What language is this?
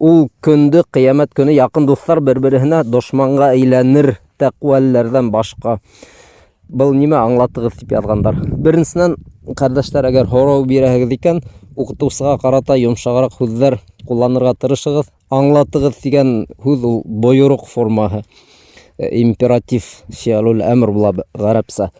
Bashkir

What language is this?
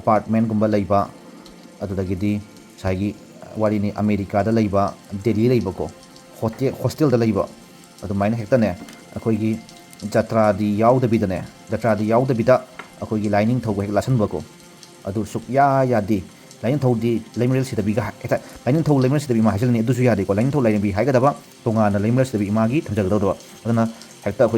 Manipuri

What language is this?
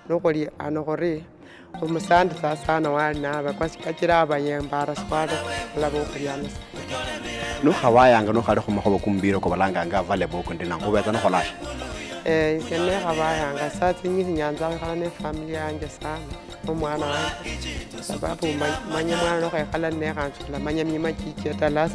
Luyia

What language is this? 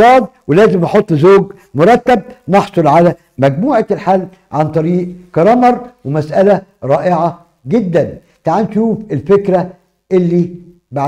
Egyptian Arabic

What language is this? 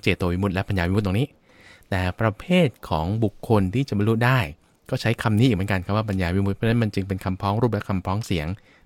Thai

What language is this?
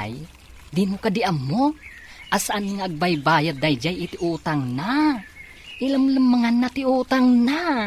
Iloko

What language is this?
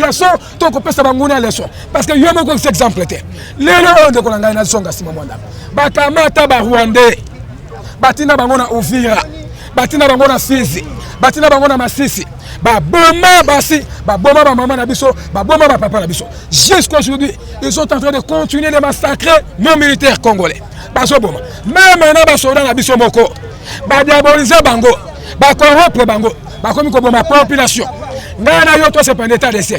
Lingala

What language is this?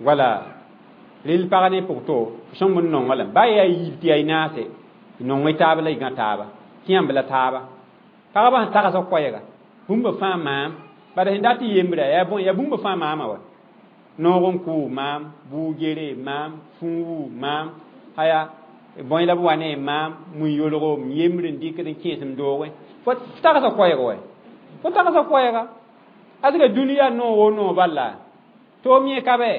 Mossi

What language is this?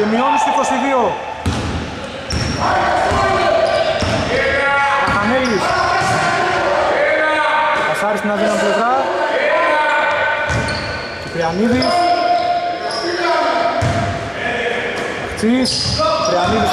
Greek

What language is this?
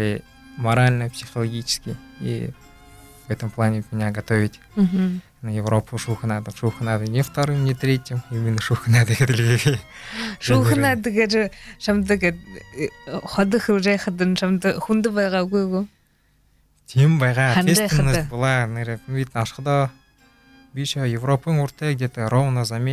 Buriat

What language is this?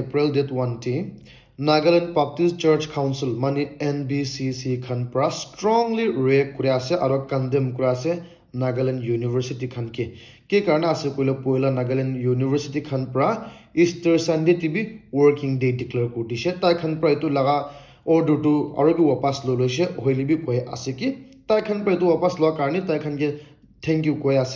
Naga Pidgin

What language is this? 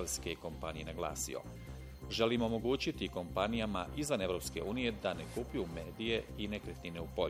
Bosnian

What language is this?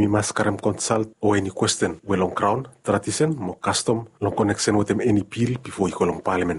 Bislama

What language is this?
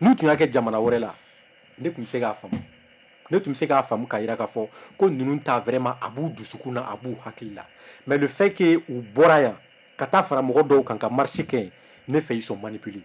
Bambara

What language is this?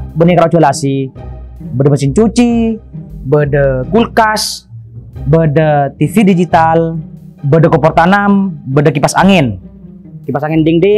Madurese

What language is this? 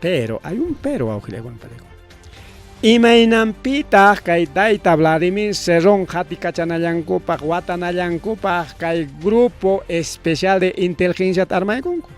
Ayacucho Quechua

